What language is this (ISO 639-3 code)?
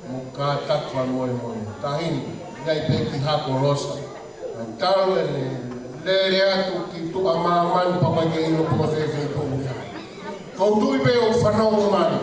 ton